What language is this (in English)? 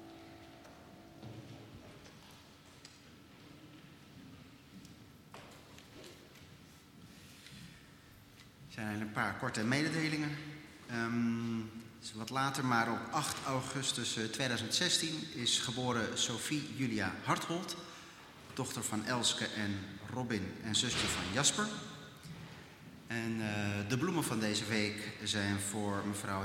Dutch